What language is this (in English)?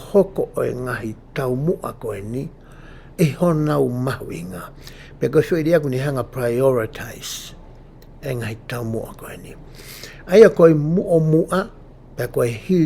Tongan